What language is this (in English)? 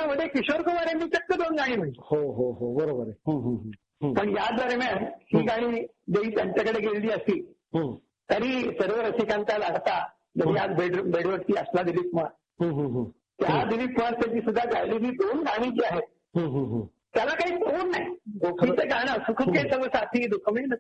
Marathi